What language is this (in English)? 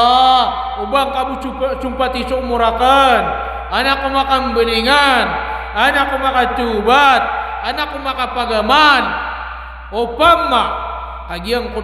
Maranao